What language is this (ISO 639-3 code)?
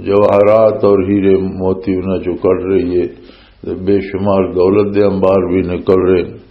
lah